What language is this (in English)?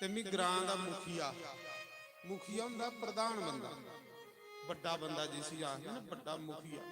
Dogri